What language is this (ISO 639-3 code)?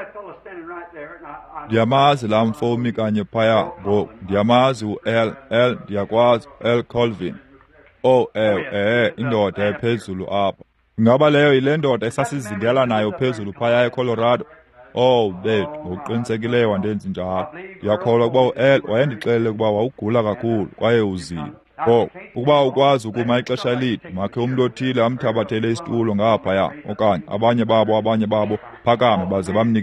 xho